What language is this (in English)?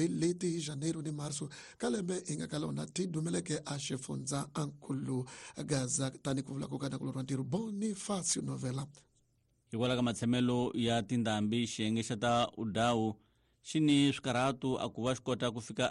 Tsonga